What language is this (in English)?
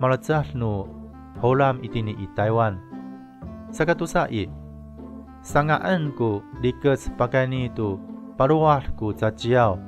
Amis